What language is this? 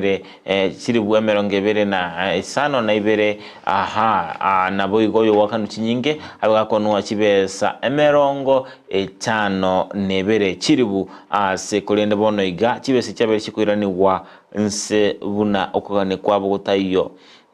Gusii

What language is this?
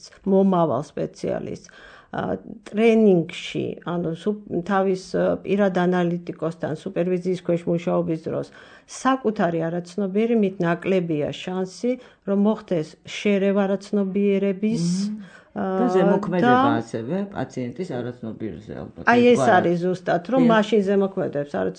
Georgian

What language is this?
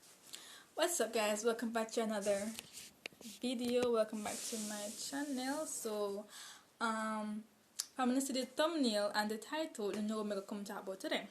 Jamaican Creole English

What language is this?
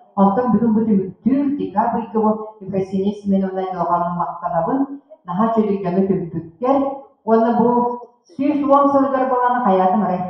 Yakut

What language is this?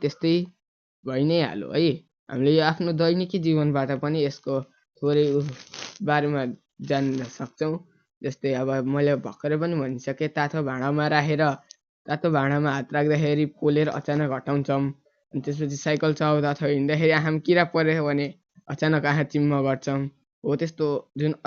Nepali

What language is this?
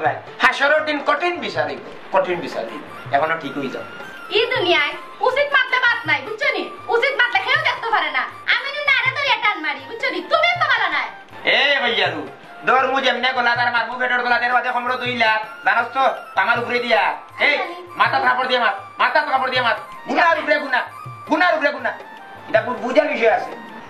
Sylheti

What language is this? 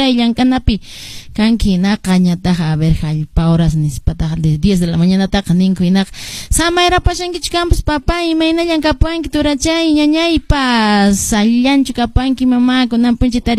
Quechua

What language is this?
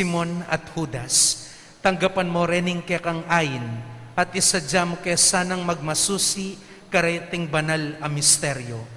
Pampanga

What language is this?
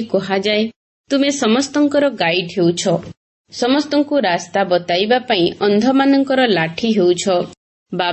Odia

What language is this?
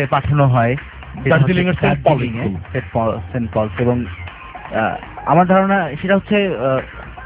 Bangla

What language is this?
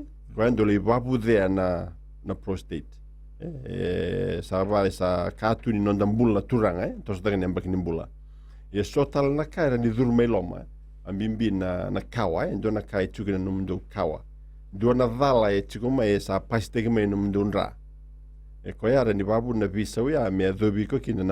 Fijian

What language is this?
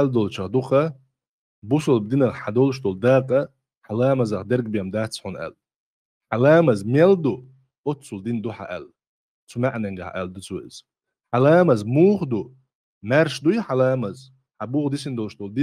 Chechen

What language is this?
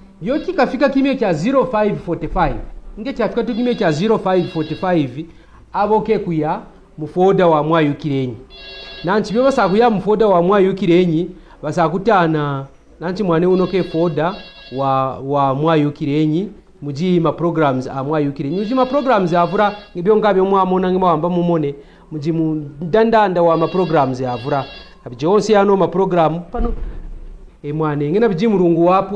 Kaonde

